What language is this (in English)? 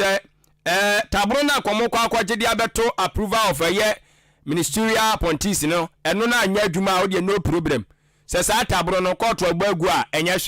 Akan